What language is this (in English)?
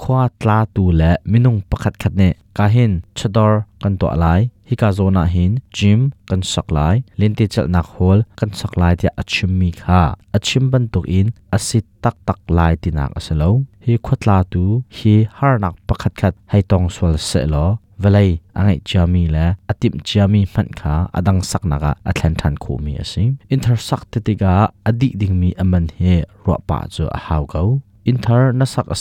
Hakha Chin